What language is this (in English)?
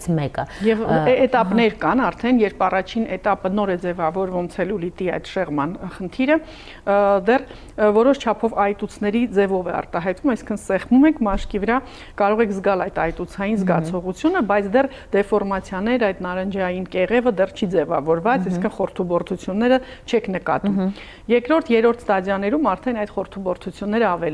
Armenian